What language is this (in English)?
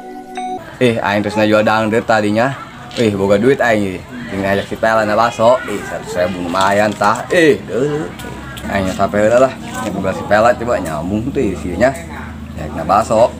Sundanese